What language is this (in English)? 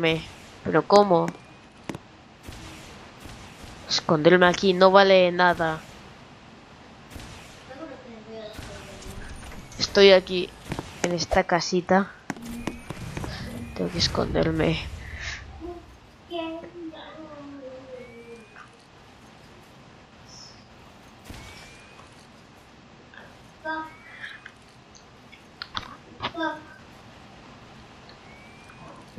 Spanish